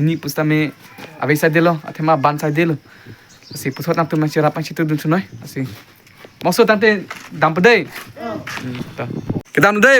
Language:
Karbi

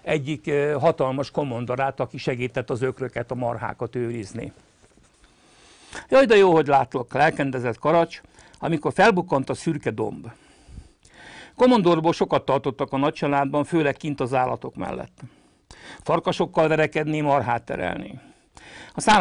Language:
Hungarian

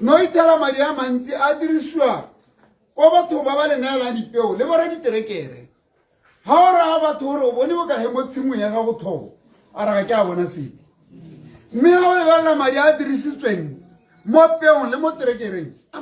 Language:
Tswana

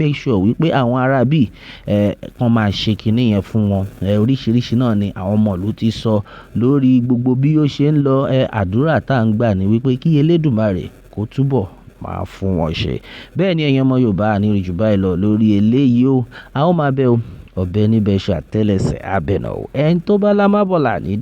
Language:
Yoruba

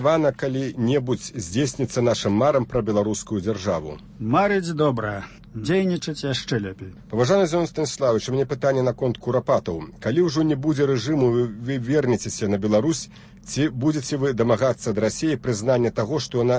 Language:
Belarusian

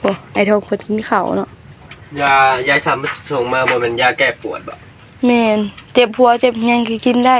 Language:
Northeastern Thai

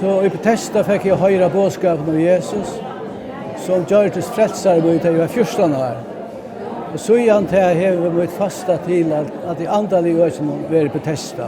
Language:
Faroese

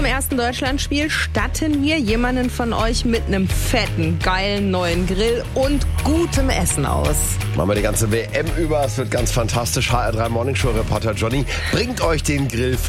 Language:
German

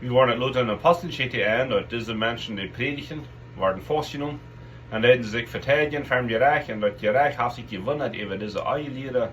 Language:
Plautdietsch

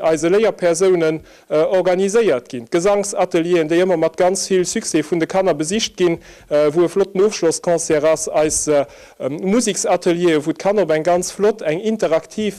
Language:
Luxembourgish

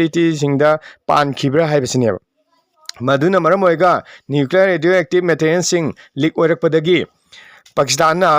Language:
Manipuri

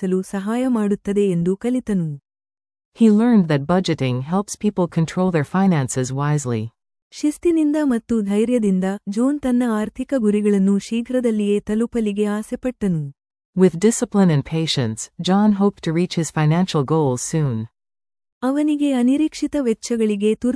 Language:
Kannada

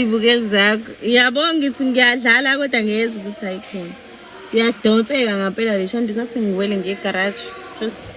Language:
Zulu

